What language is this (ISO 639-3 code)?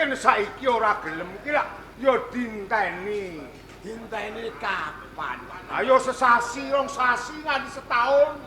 jav